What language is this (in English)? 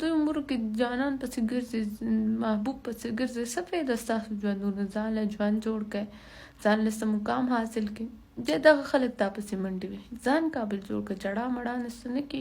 Pashto